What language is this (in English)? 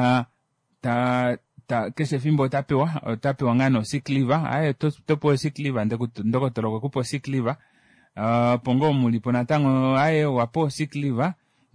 Kuanyama